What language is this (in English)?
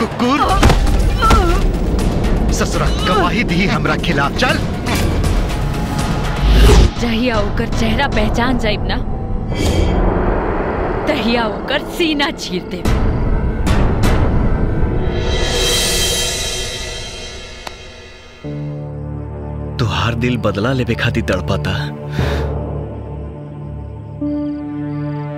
Bhojpuri